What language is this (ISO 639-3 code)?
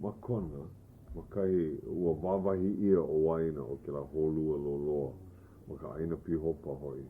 haw